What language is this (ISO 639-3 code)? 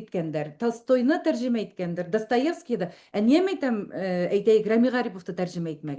bak